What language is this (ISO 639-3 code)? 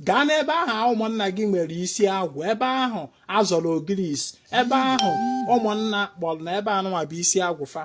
ibo